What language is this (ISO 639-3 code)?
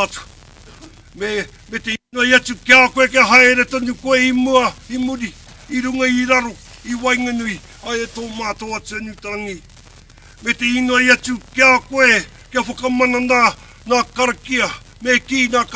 mri